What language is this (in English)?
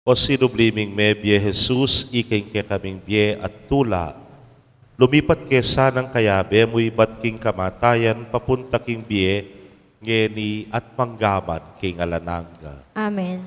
Pampanga